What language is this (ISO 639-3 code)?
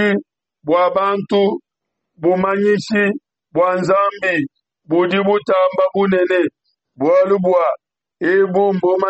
lua